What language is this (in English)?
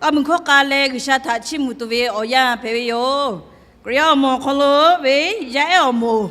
Lahu